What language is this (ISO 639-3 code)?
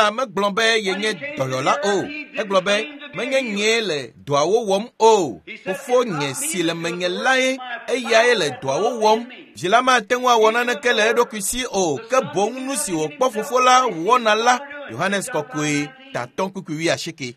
ewe